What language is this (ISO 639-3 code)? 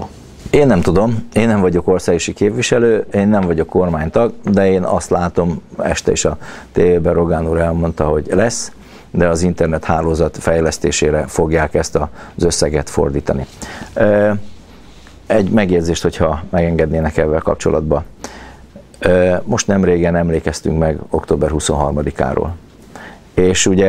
hun